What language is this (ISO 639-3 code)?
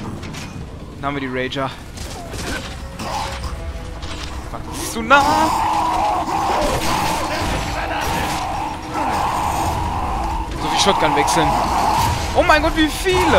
deu